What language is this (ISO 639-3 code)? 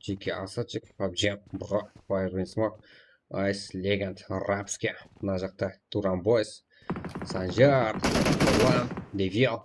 kaa